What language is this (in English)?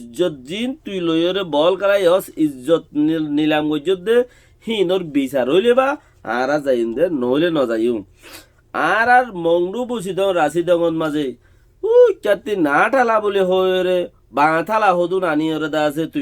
Rohingya